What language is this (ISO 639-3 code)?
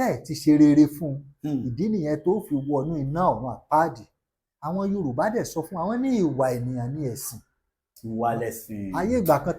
yor